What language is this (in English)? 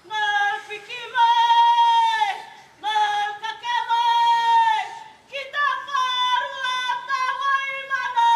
Māori